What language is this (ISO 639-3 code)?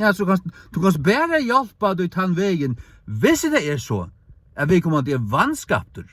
fao